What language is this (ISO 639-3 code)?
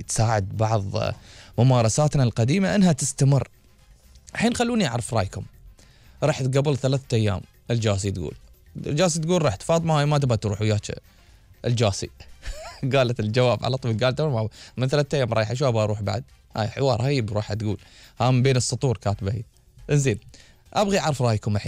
afb